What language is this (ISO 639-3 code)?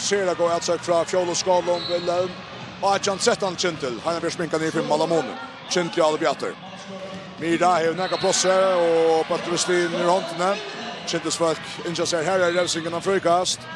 fao